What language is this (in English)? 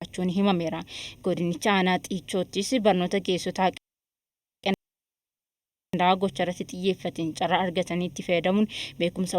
Oromo